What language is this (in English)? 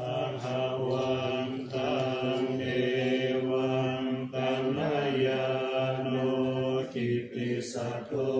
Pali